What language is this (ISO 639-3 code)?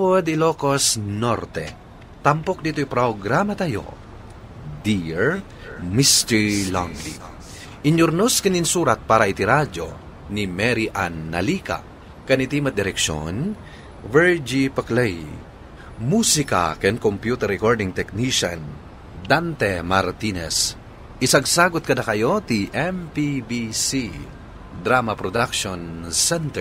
ilo